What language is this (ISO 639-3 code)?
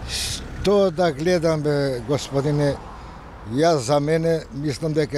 mkd